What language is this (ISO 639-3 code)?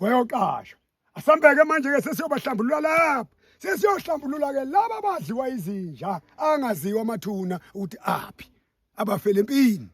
zul